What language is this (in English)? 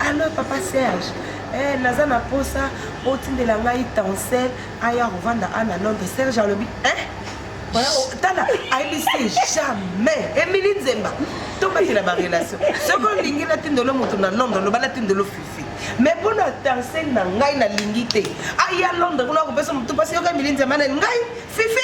Lingala